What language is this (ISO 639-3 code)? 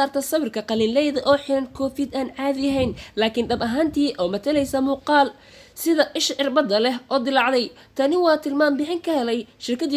som